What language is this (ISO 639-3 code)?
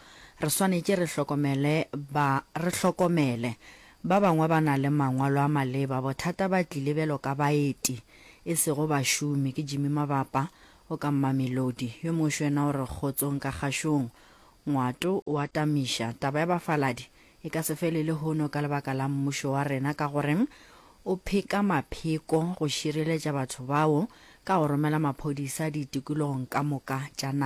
nso